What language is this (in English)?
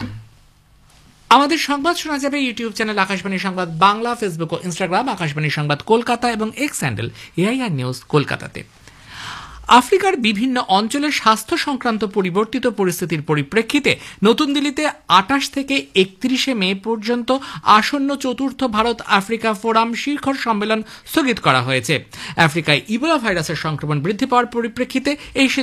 Bangla